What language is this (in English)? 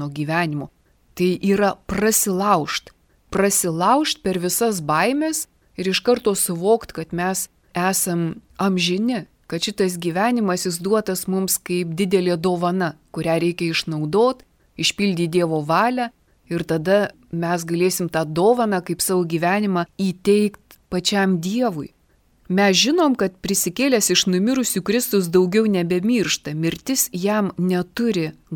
Lithuanian